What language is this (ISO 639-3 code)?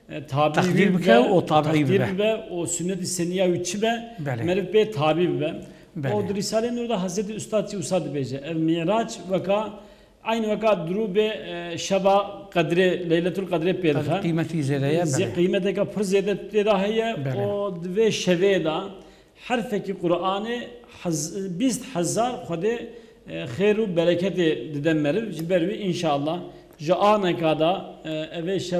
kur